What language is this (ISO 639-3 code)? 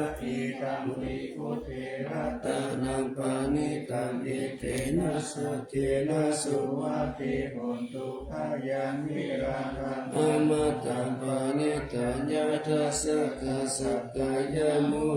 pli